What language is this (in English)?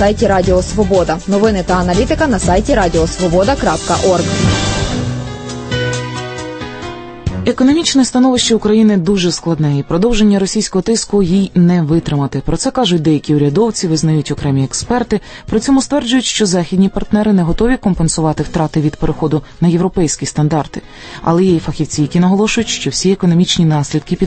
Ukrainian